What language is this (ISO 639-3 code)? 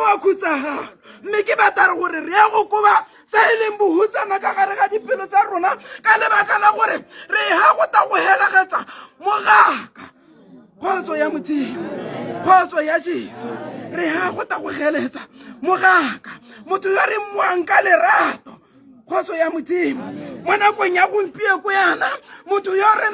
tsn